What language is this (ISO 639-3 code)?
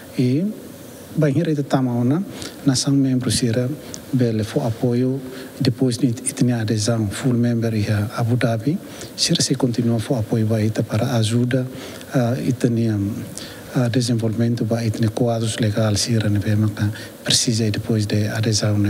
tet